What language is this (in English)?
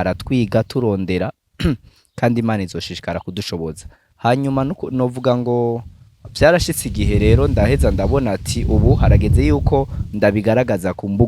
Rundi